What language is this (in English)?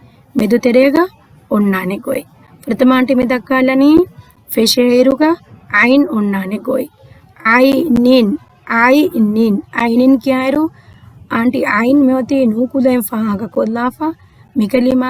Divehi